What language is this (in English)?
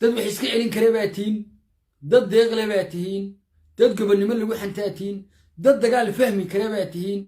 Somali